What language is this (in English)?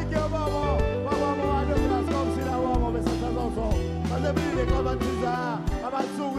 Seselwa Creole French